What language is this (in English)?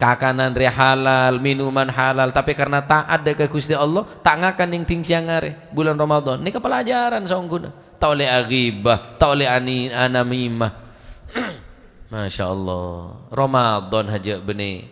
Madurese